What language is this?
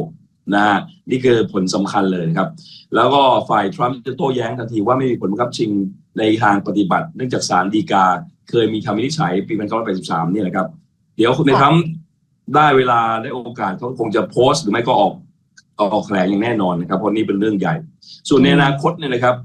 Thai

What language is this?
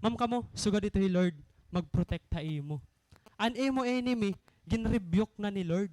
Waray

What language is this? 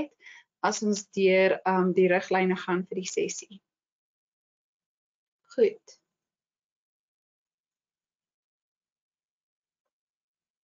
Afrikaans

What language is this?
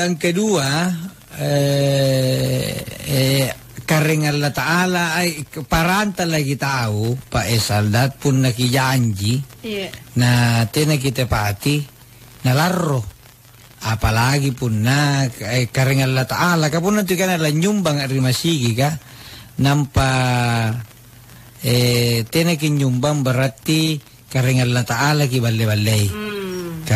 Makasar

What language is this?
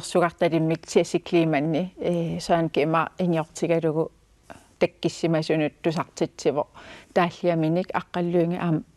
Kalaallisut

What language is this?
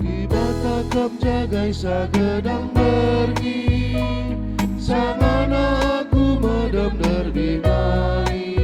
Batak Karo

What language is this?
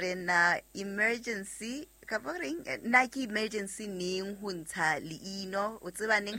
Southern Sotho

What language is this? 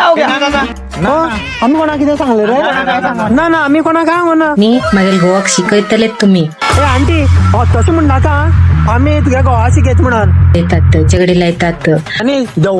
Konkani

